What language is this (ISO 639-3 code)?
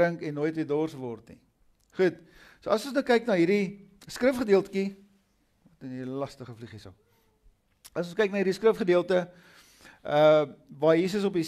afr